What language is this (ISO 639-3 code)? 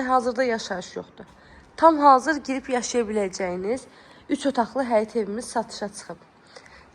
aze